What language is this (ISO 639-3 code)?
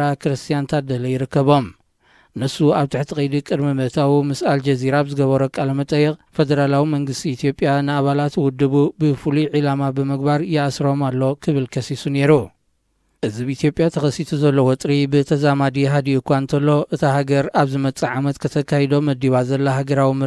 tir